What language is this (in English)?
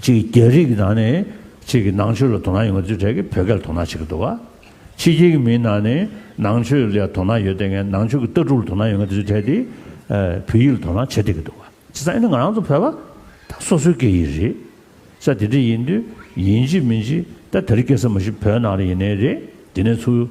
Tibetan